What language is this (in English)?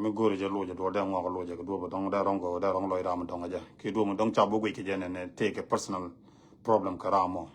Nuer